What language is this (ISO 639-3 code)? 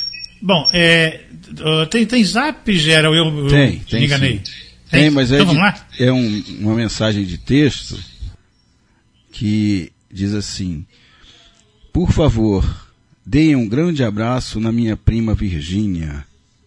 por